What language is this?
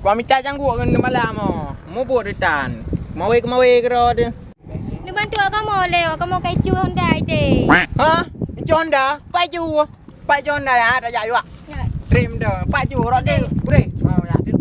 Achinese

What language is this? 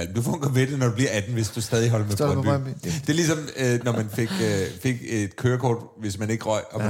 Danish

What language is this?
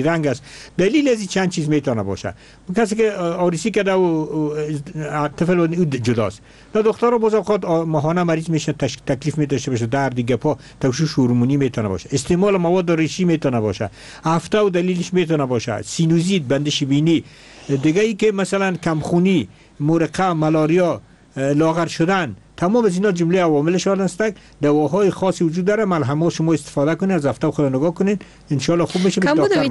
Persian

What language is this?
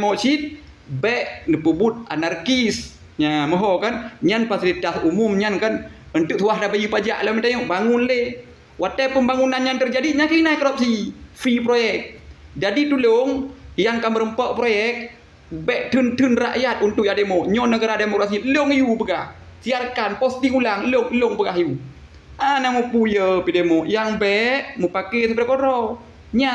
Achinese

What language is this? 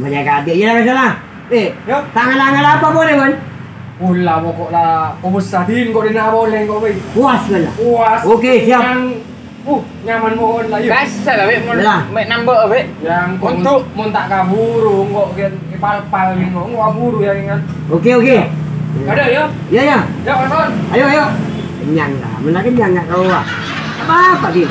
Madurese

